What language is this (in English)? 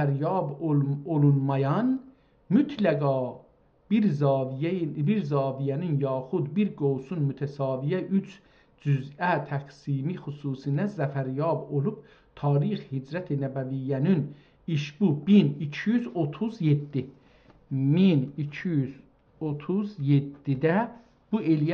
South Azerbaijani